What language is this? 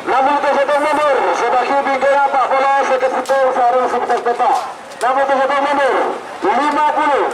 Madurese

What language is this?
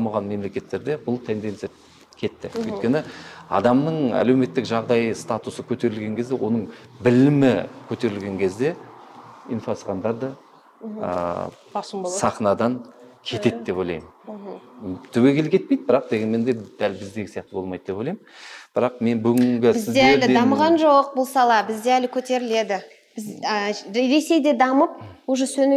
Kazakh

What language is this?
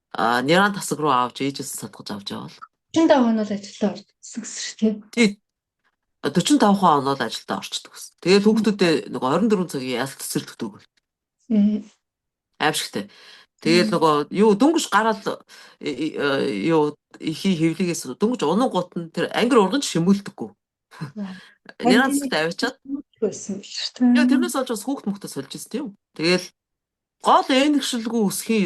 Mongolian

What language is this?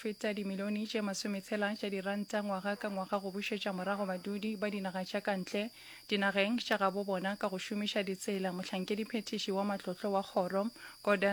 Northern Sotho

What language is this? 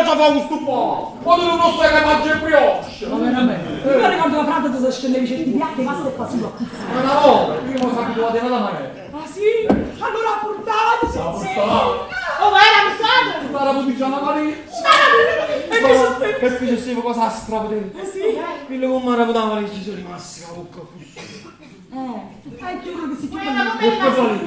Neapolitan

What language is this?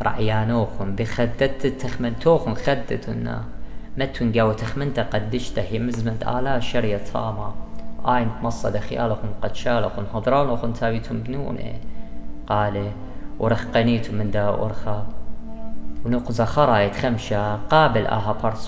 Assyrian Neo-Aramaic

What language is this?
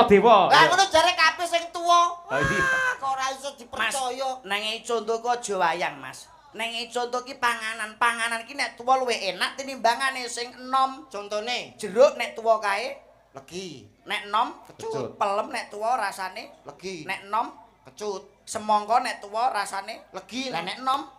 Javanese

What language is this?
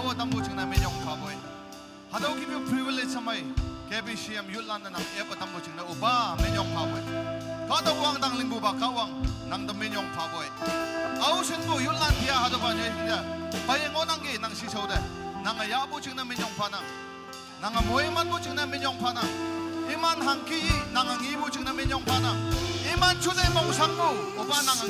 Naga Pidgin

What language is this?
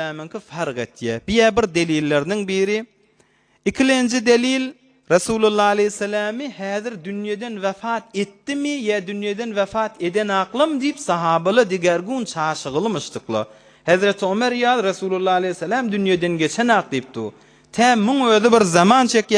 Turkmen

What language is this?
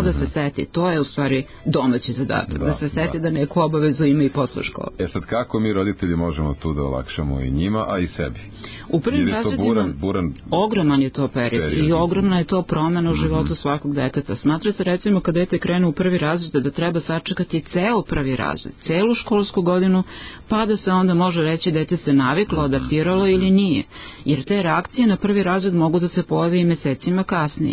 Serbian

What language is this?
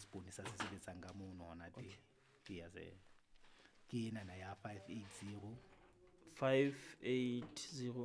Southern Sotho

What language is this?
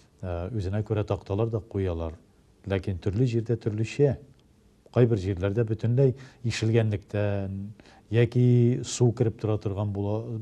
Tatar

